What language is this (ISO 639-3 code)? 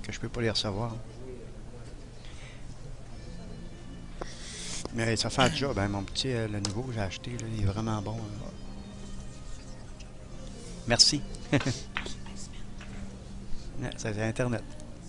fra